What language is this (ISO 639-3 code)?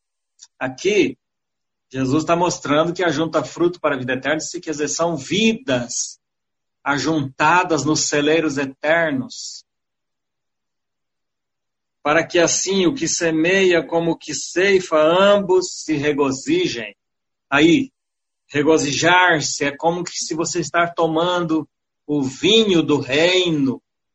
por